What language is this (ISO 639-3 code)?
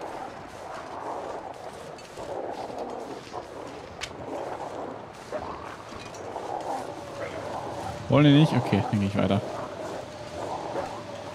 deu